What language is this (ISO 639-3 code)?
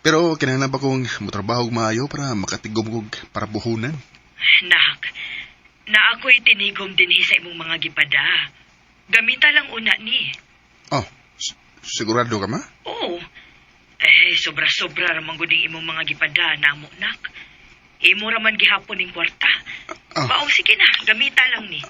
ceb